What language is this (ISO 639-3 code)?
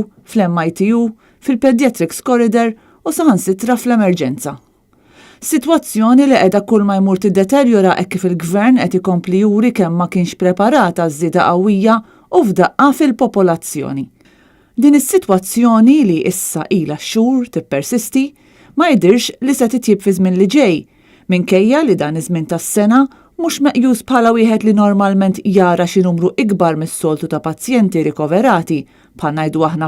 mlt